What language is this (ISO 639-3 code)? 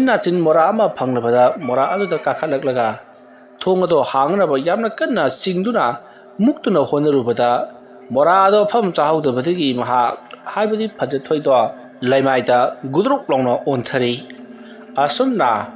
mni